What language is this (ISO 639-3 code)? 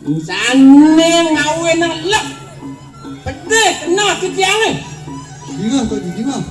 ban